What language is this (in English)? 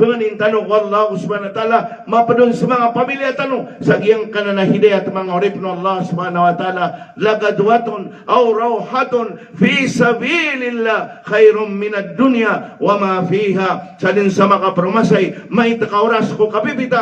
Maranao